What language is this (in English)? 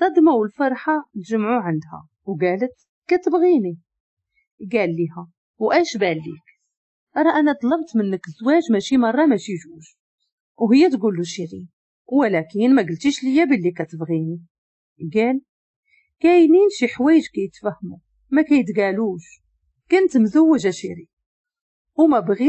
Moroccan Arabic